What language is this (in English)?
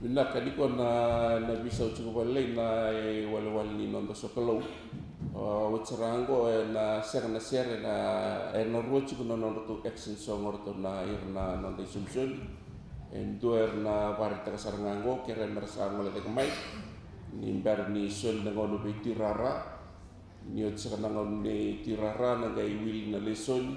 Fijian